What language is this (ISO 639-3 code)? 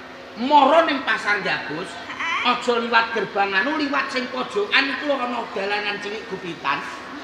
jav